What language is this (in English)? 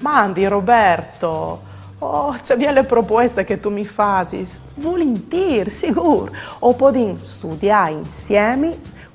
Friulian